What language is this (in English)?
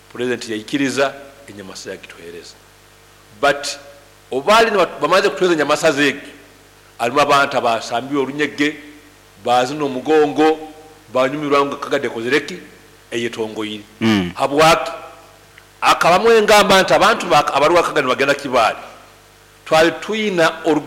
Nyankole